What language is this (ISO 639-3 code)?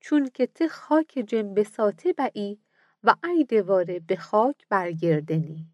mzn